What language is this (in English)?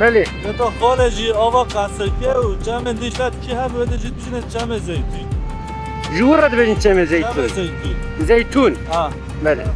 Kurdish